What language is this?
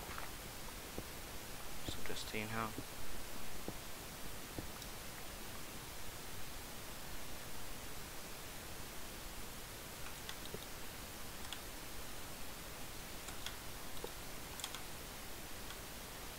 Danish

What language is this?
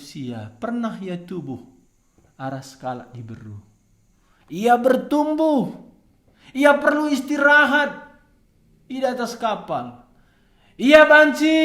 Batak Karo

